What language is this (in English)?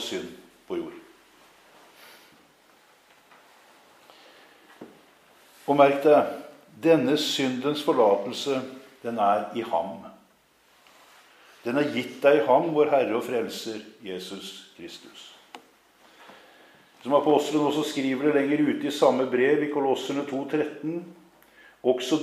Norwegian